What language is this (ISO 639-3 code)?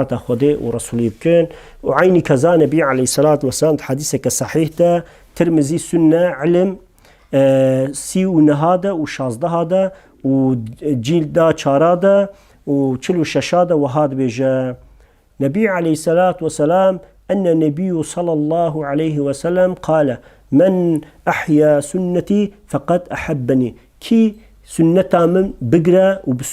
kur